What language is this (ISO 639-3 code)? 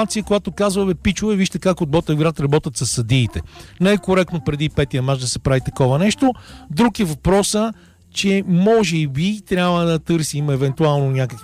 bul